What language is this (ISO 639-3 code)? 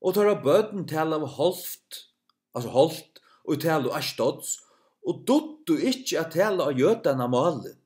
fao